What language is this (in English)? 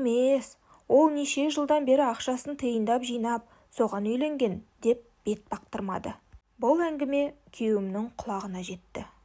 Kazakh